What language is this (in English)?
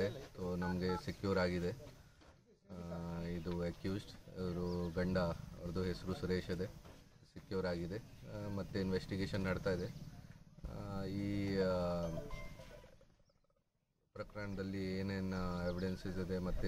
Kannada